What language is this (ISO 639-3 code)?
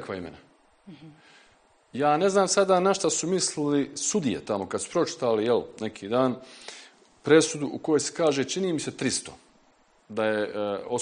bos